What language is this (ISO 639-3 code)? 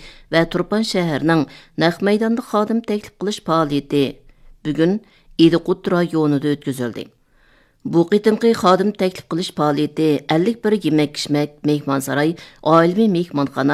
uig